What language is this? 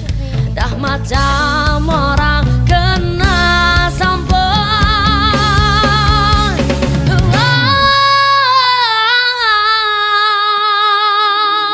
Malay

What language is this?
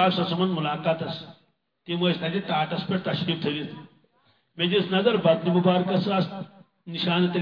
Kashmiri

